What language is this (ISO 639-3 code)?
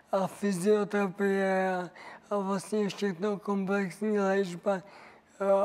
ces